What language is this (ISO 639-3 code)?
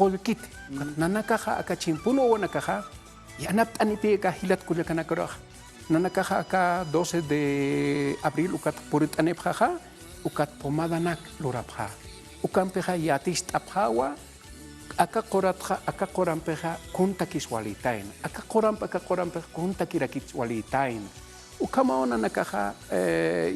aym